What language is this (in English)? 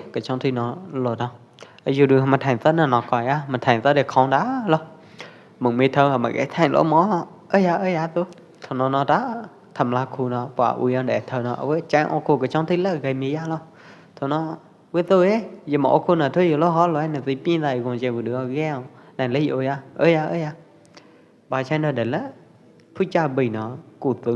Pwo Eastern Karen